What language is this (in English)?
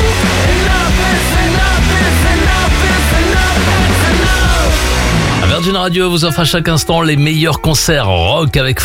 French